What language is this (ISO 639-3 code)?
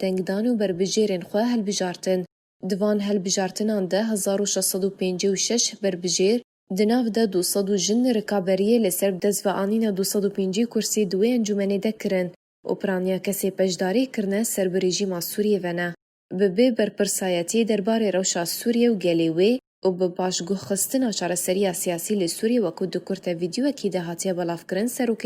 kur